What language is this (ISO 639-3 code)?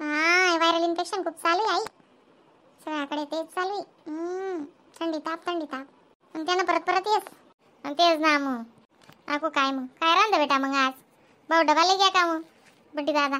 khn